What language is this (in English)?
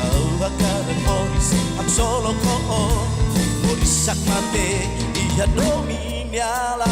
Tetum